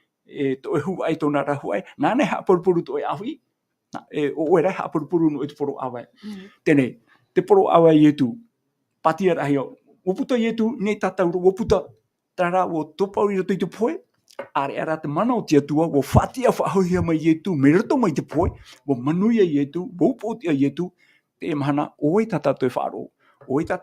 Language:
Tahitian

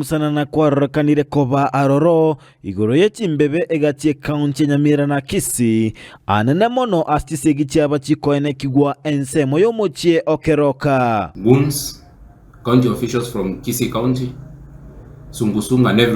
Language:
Gusii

